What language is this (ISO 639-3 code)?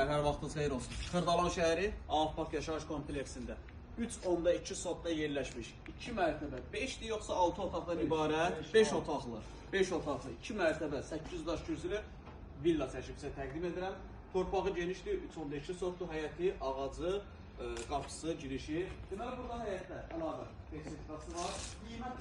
aze